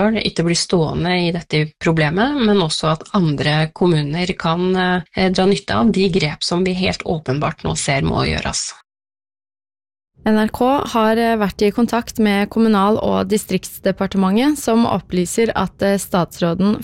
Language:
Norwegian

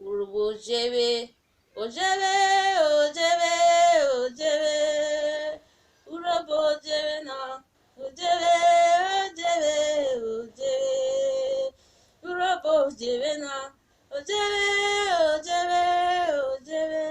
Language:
Urhobo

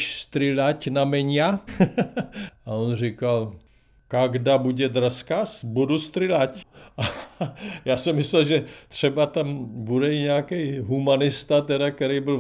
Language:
Czech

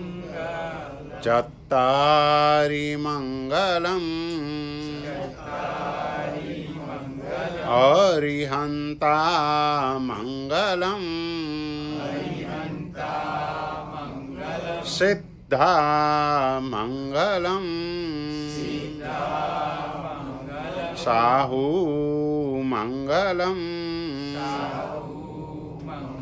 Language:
Gujarati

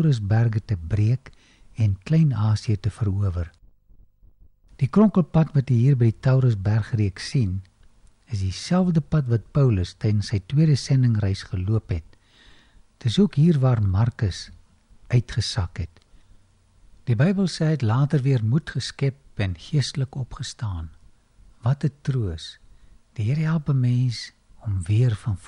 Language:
Afrikaans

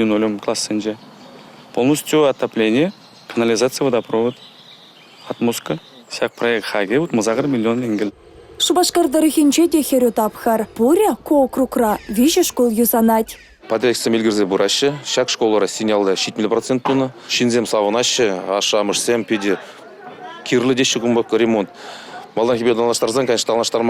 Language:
Chuvash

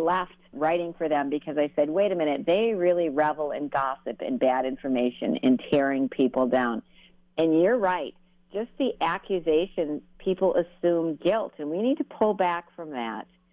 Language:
English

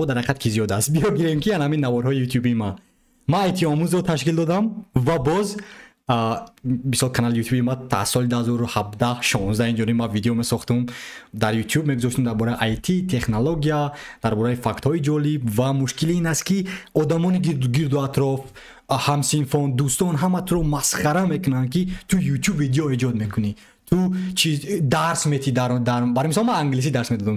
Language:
Tajik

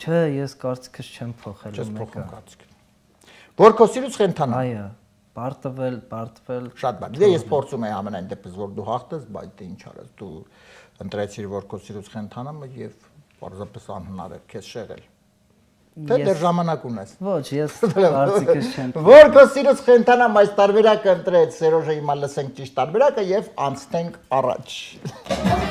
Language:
Armenian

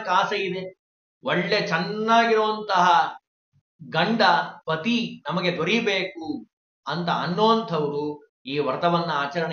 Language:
Kannada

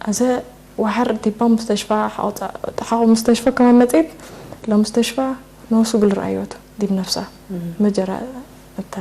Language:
Tigre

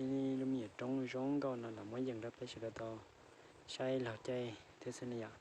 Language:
Hmong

